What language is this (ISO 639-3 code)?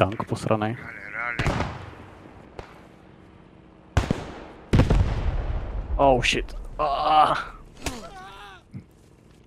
ces